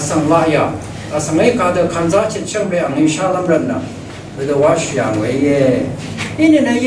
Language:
Rawang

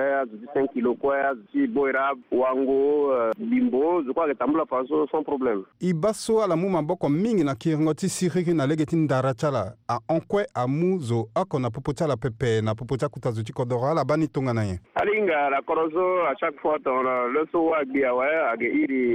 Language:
Sango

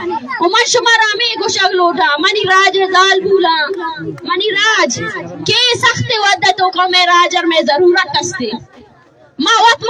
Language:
Baluchi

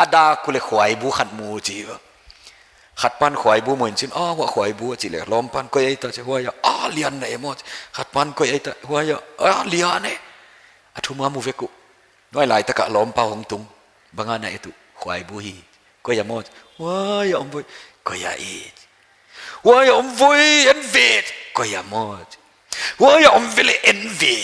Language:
Paite Chin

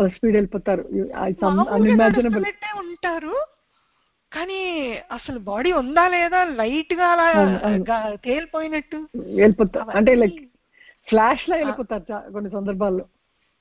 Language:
Telugu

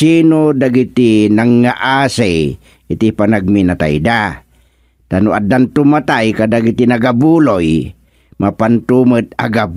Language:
Iloko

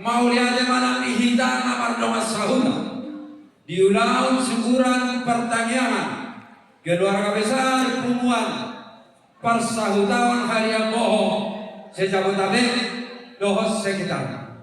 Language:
Batak Toba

